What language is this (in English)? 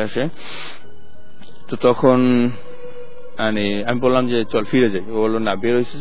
Bangla